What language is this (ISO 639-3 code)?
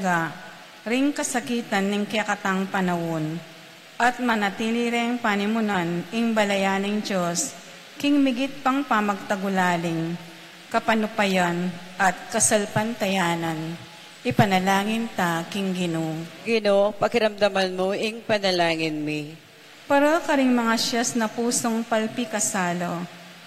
pam